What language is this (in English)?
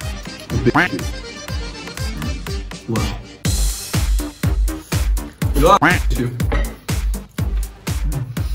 Czech